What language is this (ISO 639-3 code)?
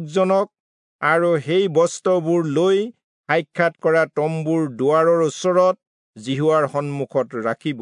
asm